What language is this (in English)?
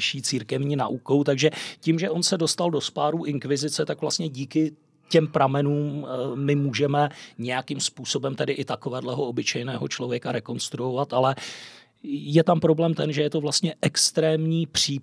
Czech